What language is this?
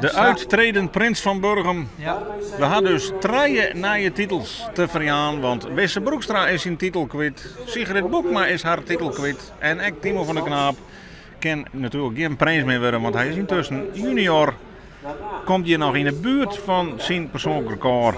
Western Frisian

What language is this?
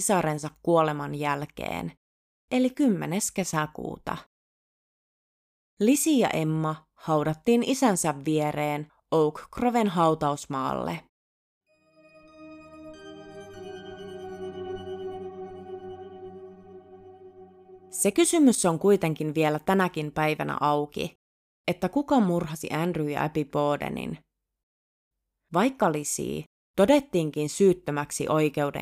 Finnish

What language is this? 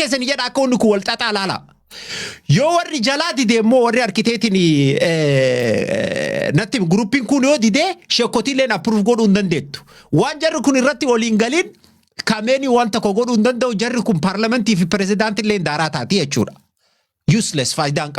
Oromo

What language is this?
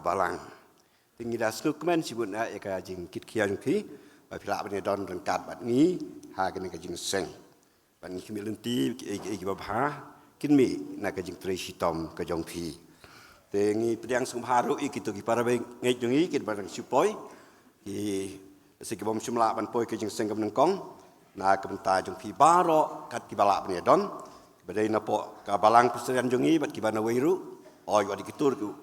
Khasi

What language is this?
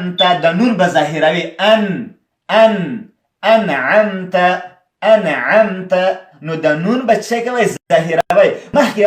Pashto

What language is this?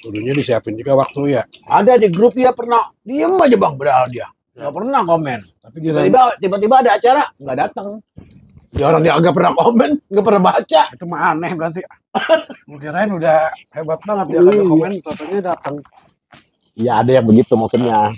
Betawi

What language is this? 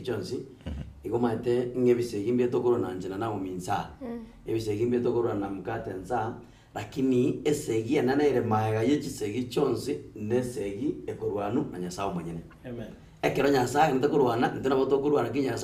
Gusii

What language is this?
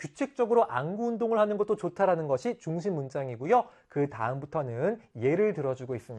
Korean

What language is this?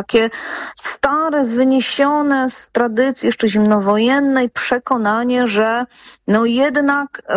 Polish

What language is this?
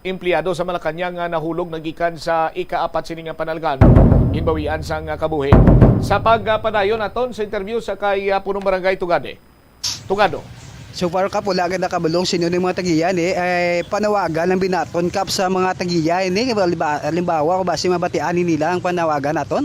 Hiligaynon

